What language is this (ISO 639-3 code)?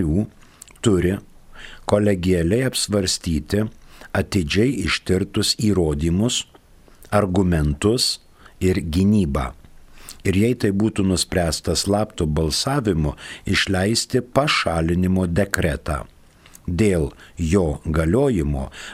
lit